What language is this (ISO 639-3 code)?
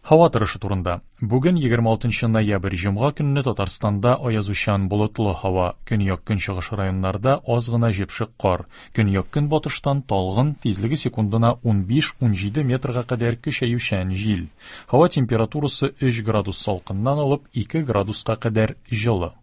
tat